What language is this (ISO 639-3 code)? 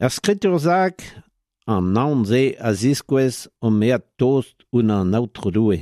bre